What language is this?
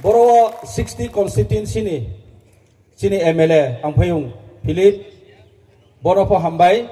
Riang (India)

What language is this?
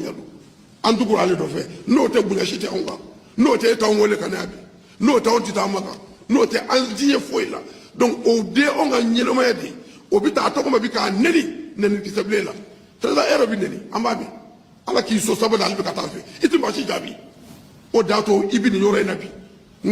Bambara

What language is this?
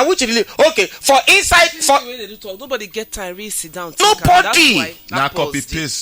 Nigerian Pidgin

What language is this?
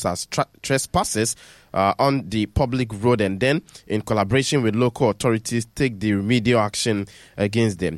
English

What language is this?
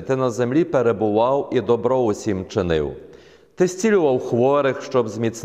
Ukrainian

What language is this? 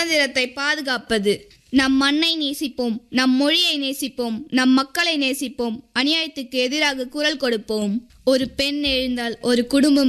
Tamil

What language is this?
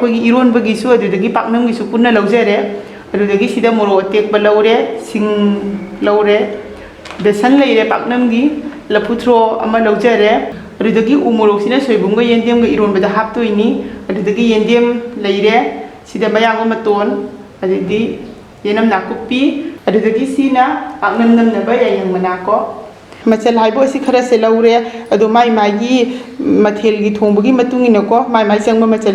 Manipuri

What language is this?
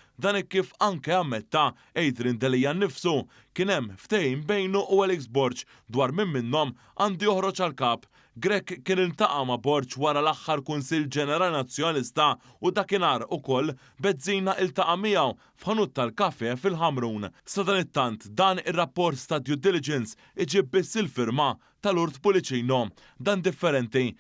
Maltese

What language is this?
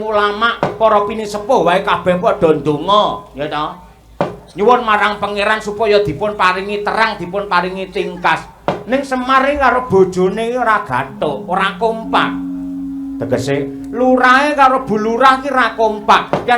Javanese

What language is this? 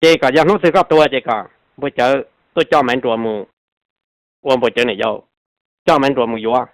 Hmong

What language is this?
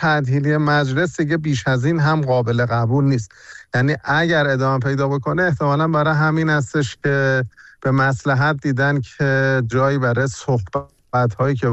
Persian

